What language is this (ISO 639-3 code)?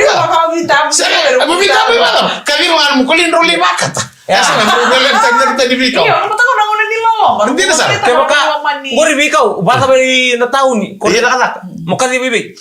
fij